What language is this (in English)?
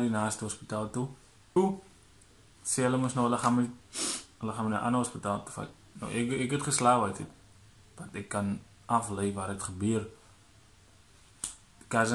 Afrikaans